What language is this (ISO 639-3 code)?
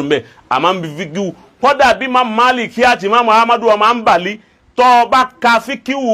yor